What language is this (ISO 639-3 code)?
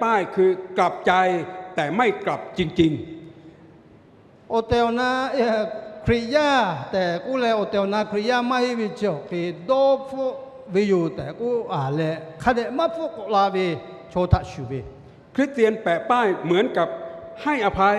lhu